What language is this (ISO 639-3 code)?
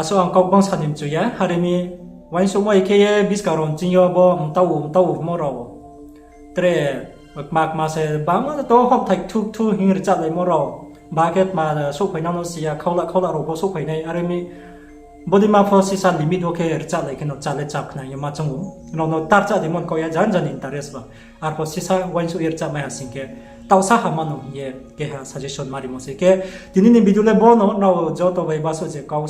ria